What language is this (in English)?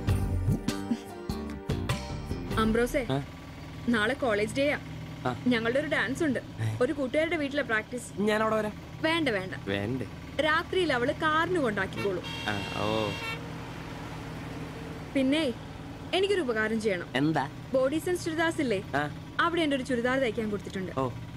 Malayalam